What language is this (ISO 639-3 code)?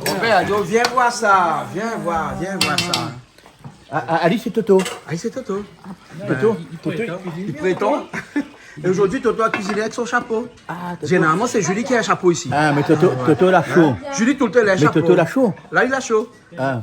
rcf